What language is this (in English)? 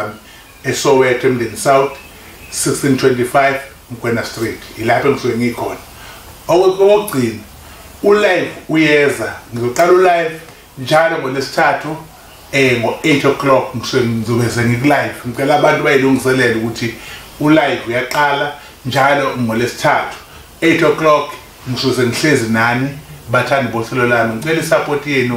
Zulu